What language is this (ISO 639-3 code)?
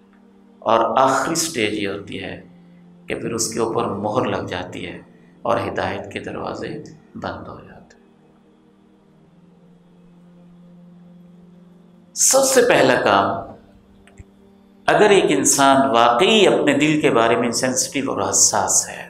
urd